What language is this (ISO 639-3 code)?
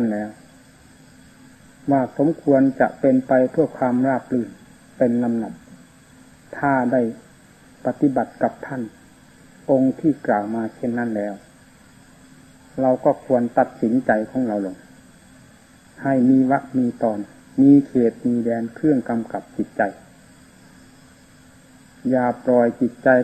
tha